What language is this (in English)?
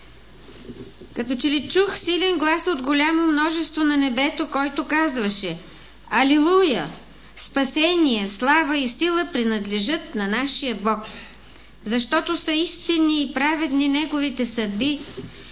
Bulgarian